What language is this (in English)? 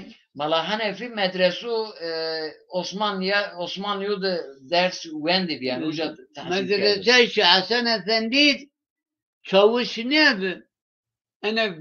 Zaza